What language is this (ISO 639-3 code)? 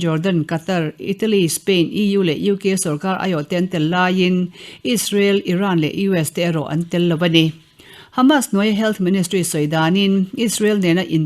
lus